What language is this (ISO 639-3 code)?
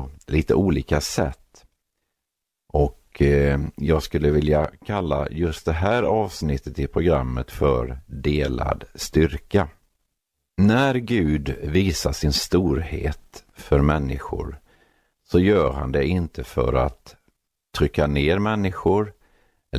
swe